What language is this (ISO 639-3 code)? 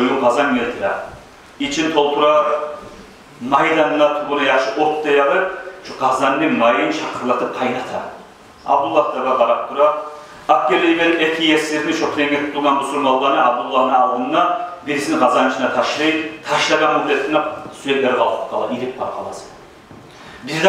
kum